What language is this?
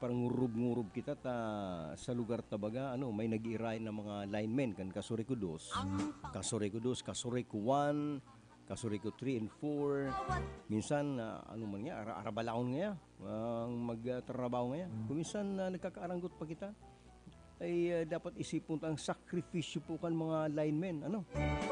Bikol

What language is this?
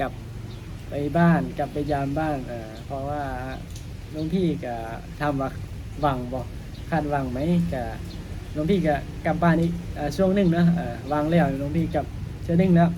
Lao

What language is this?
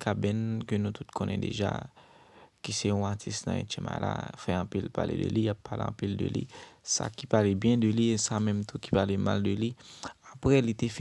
Haitian Creole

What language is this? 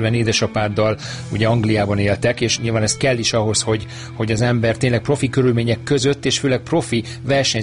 Hungarian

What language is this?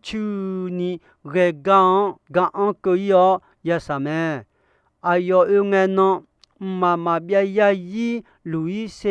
Akha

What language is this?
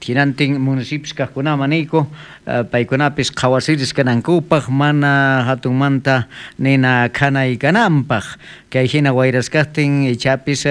South Bolivian Quechua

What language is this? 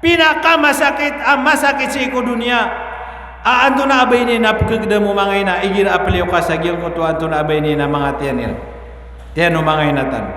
Maranao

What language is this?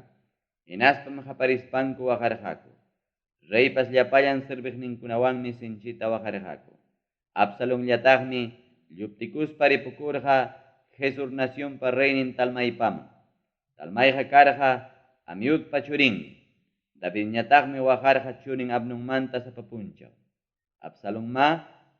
Ayacucho Quechua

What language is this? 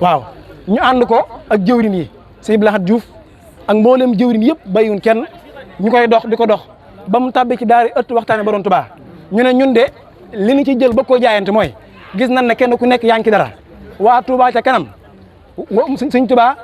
Wolof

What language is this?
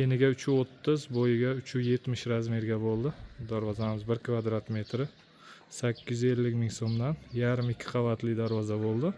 Uzbek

